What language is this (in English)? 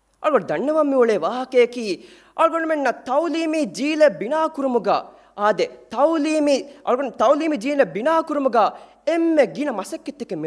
Divehi